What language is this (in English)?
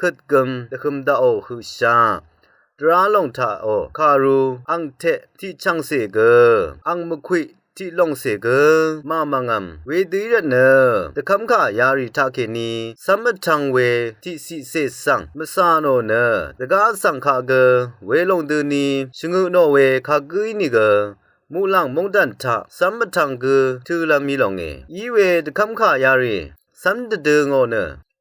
Rawang